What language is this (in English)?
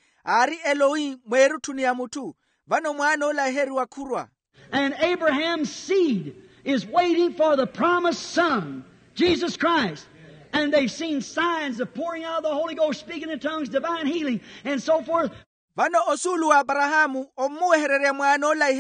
Makhuwa